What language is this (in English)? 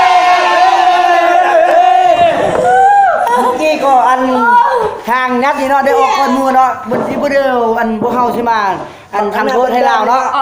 Lao